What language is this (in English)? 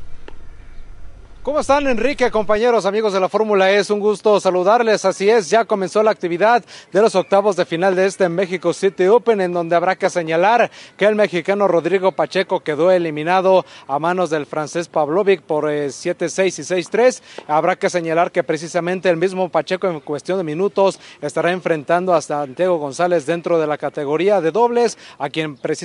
Spanish